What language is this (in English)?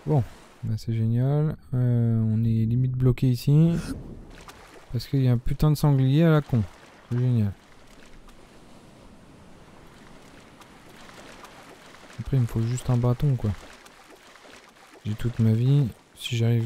French